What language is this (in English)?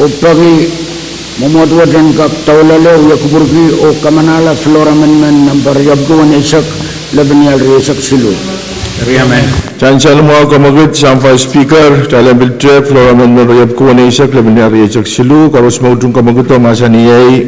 Pohnpeian